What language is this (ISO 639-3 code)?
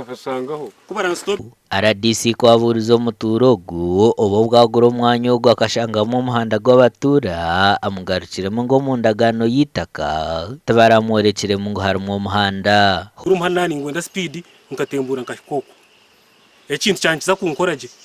nyn